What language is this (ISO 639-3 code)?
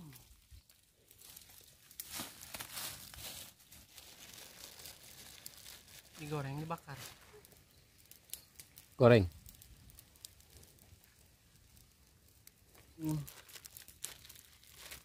ind